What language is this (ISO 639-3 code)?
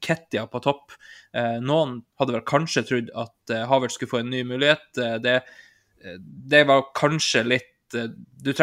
nor